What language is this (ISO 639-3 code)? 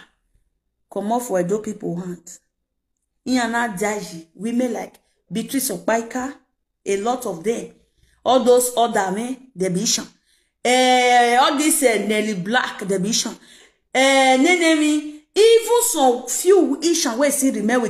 pcm